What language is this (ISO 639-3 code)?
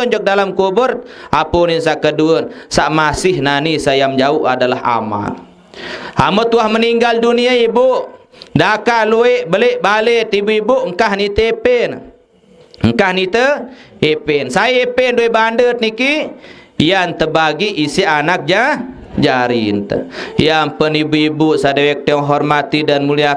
sas